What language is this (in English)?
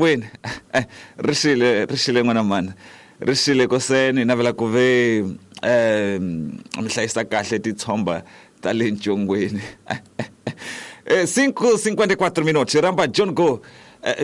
Tsonga